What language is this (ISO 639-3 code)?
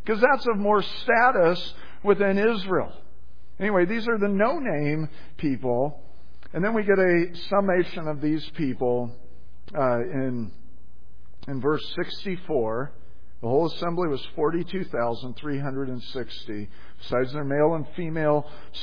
eng